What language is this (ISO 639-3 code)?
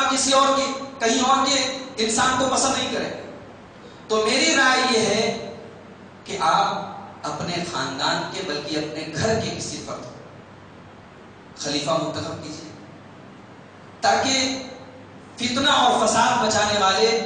urd